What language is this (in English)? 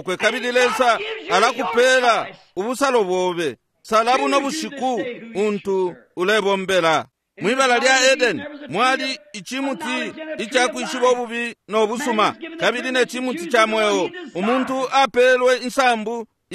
Bemba